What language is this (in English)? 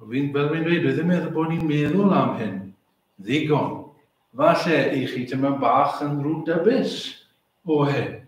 Welsh